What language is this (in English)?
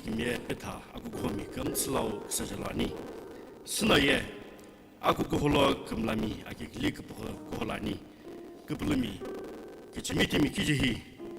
Sumi Naga